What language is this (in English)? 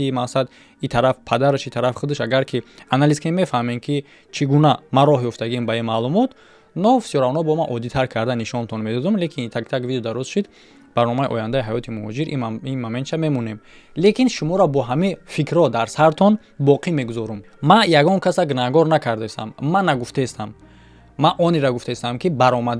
Tajik